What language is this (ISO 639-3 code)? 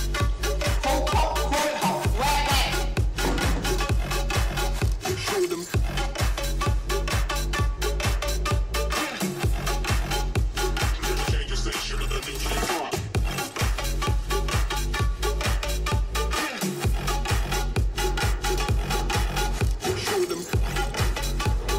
eng